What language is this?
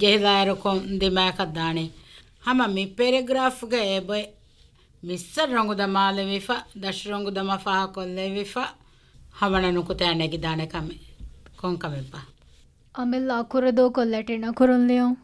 Divehi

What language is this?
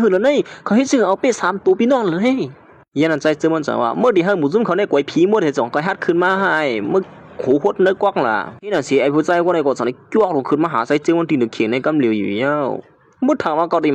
Shan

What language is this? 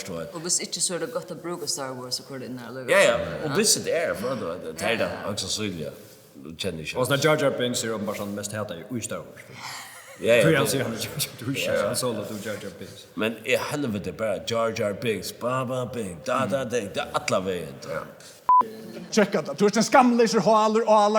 Faroese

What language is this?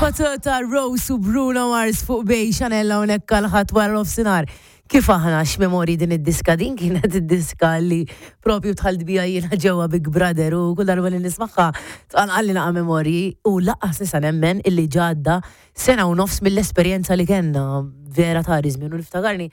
Maltese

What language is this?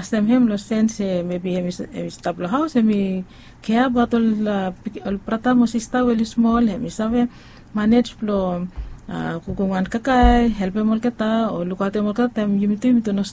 Bislama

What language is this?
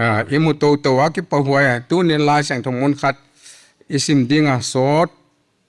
Paite Chin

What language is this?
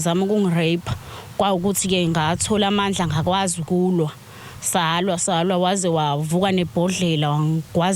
Zulu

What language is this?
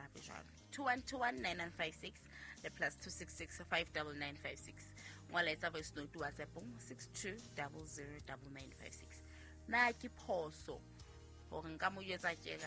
Southern Sotho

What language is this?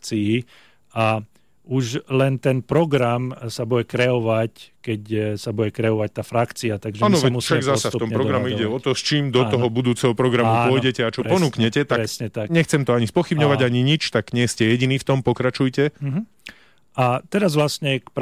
Slovak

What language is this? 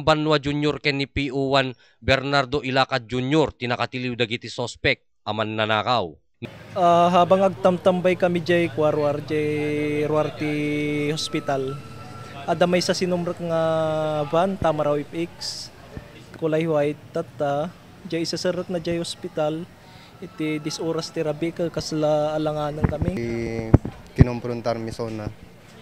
Iloko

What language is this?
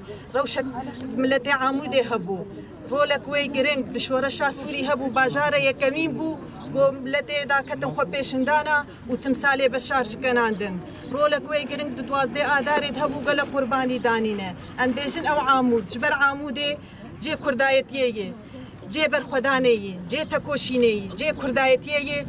Kurdish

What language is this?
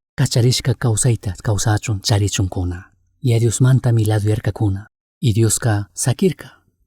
Chimborazo Highland Quichua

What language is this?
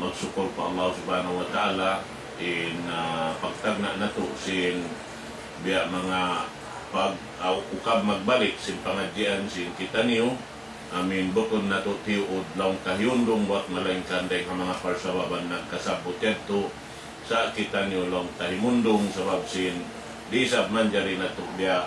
Tausug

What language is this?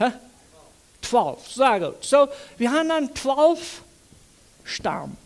Plautdietsch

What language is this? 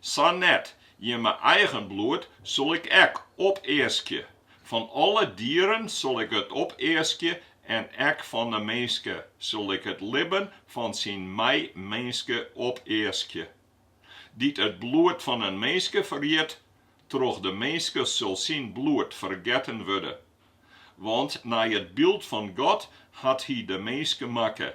Western Frisian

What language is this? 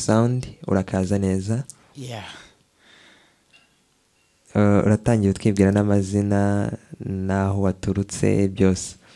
Kinyarwanda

